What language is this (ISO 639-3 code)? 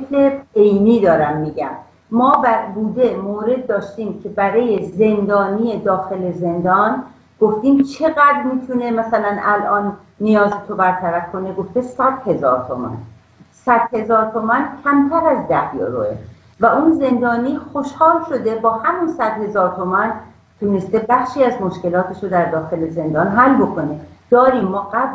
fas